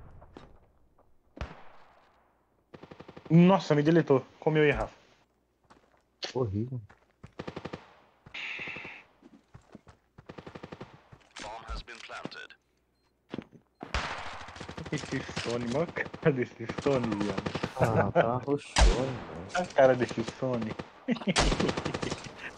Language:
Portuguese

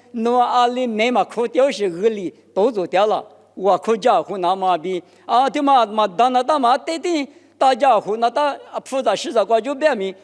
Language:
Lisu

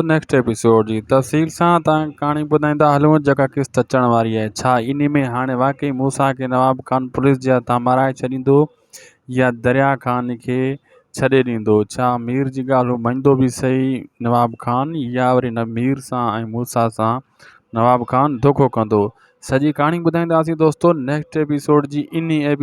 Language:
Sindhi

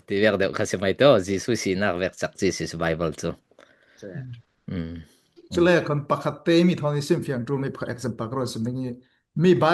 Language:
Falam Chin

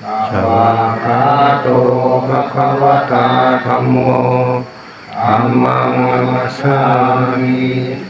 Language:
Pali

